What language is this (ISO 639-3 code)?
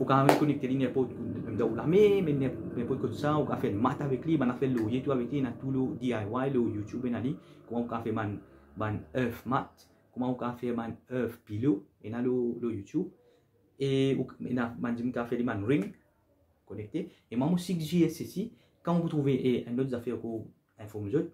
mfe